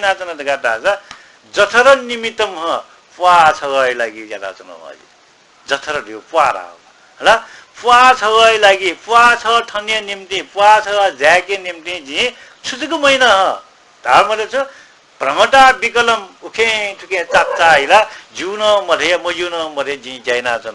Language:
Newari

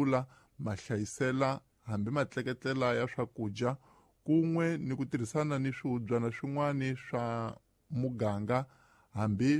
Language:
Tsonga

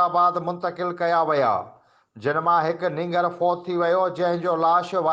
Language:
Sindhi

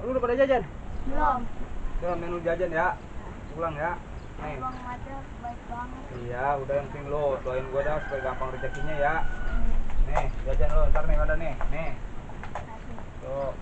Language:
Betawi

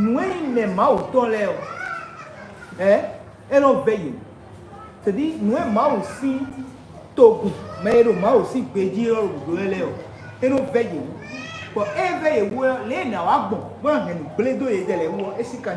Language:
Fon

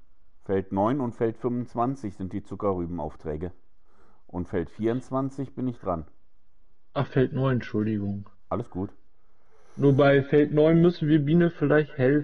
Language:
German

